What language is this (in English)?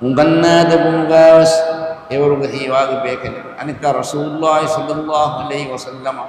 Divehi